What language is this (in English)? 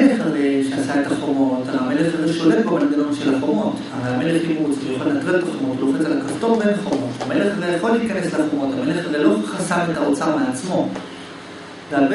Hebrew